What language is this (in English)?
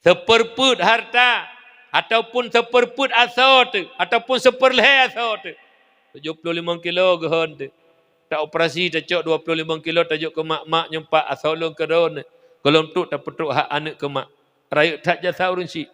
Achinese